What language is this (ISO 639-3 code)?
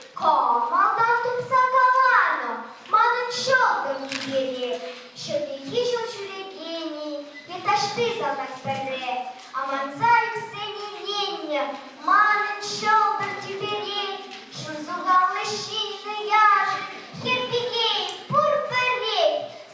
chv